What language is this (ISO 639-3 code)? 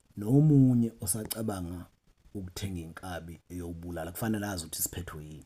zul